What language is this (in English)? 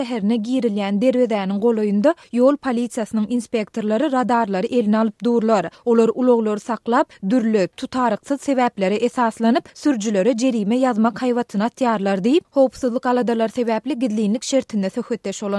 Turkmen